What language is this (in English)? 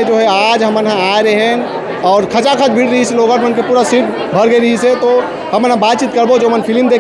Chhattisgarhi